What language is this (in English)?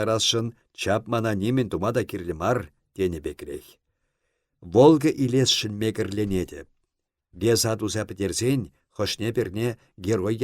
Chuvash